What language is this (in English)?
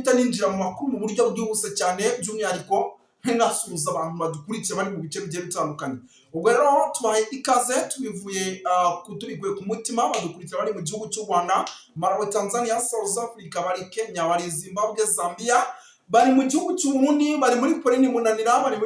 Kinyarwanda